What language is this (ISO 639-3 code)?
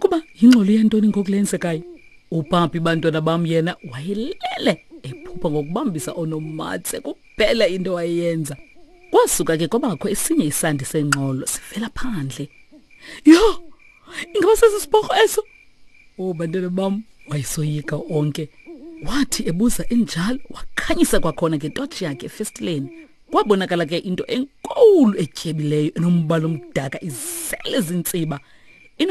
xho